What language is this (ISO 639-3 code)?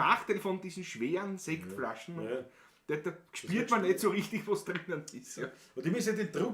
bar